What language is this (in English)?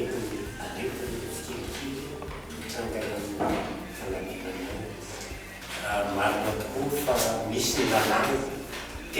Malagasy